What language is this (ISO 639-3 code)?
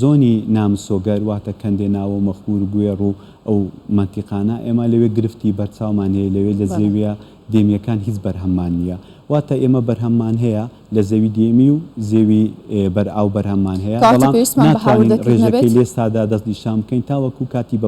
ckb